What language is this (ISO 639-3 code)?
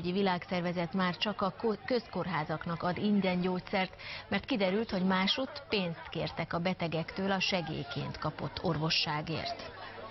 hun